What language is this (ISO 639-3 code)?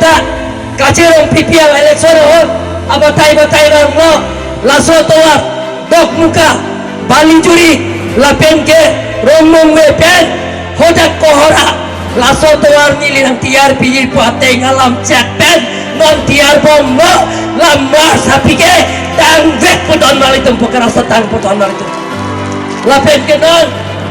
mjw